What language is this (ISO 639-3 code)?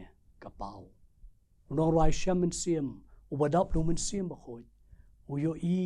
kha